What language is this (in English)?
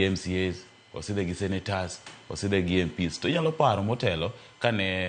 Luo (Kenya and Tanzania)